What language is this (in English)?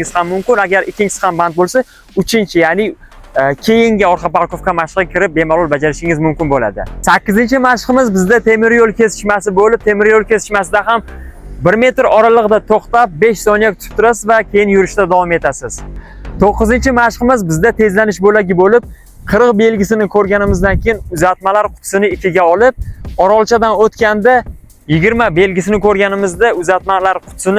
Uzbek